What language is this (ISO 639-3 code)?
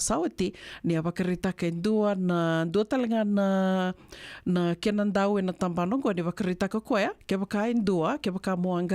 fij